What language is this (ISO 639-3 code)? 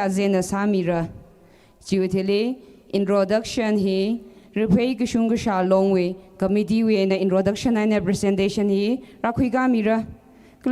nmf